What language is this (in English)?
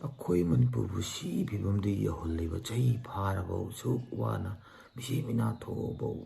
Manipuri